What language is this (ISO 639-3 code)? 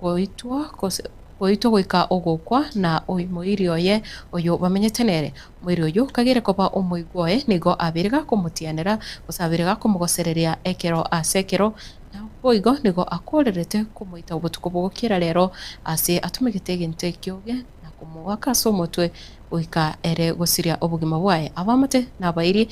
guz